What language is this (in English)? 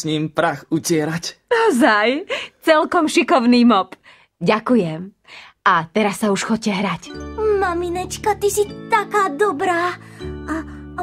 Slovak